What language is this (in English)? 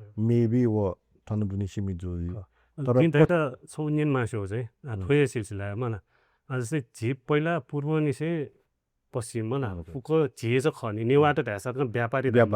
Newari